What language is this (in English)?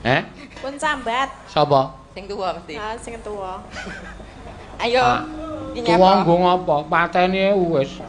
Javanese